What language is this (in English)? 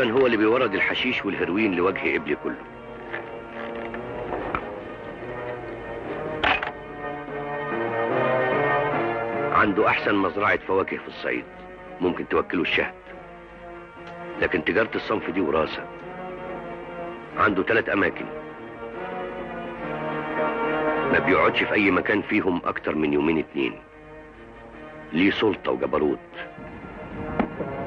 Egyptian Arabic